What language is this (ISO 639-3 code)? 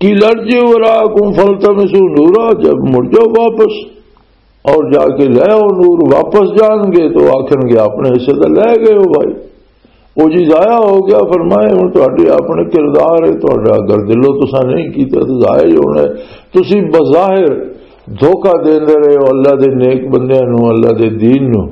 lah